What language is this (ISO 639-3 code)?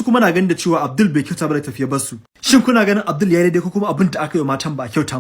hau